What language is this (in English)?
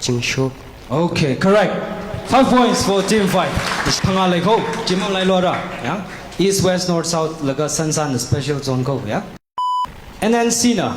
Tangkhul Naga (India)